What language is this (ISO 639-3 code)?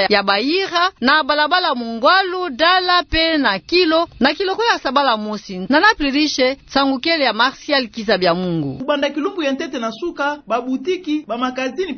ktu